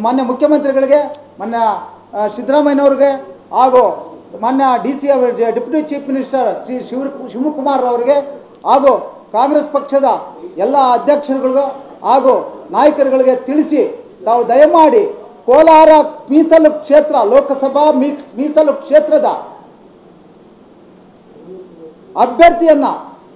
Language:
Kannada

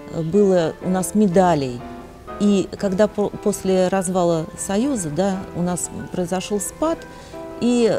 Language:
Russian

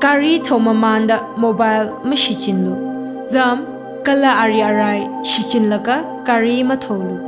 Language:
Tangkhul Naga (India)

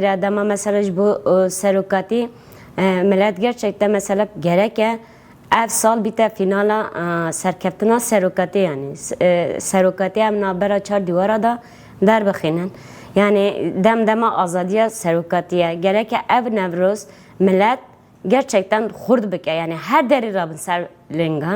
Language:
Kurdish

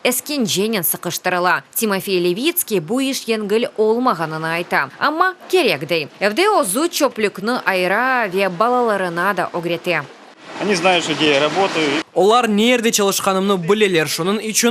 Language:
Crimean Tatar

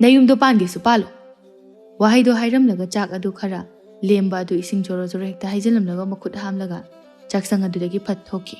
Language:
Manipuri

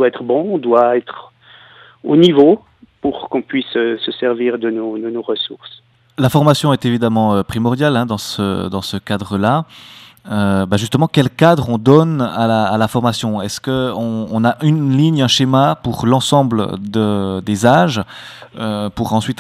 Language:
French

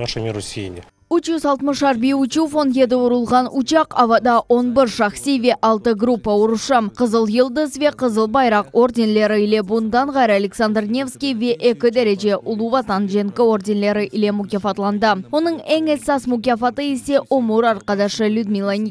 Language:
Crimean Tatar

